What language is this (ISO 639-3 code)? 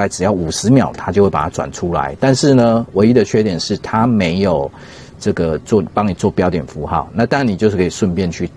zho